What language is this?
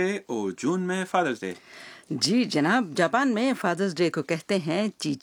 Urdu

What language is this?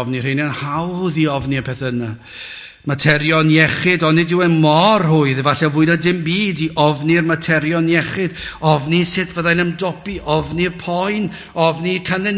Welsh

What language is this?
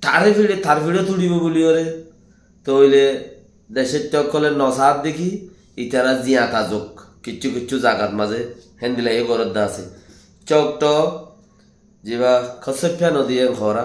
Rohingya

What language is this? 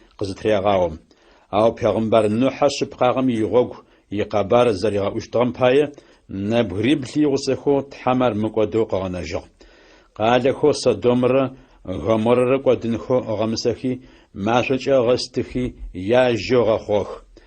Adyghe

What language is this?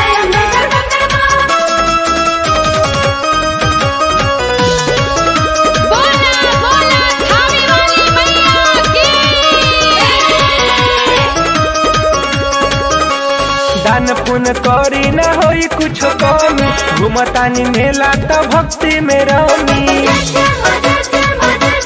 Bhojpuri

